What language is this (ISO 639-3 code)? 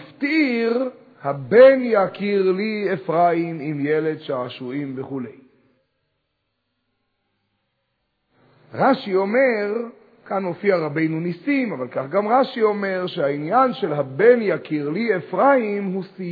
heb